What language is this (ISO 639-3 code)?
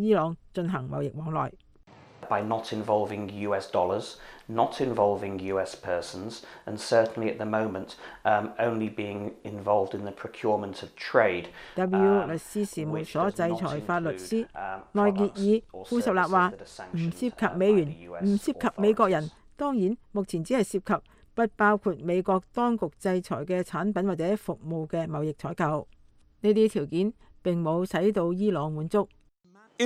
yue